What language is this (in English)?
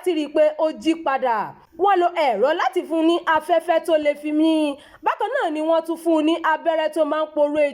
Yoruba